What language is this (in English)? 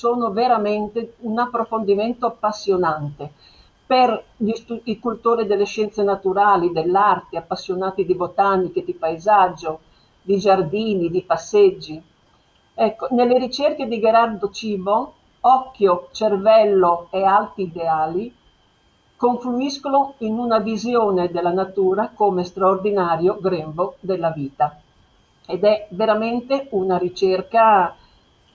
Italian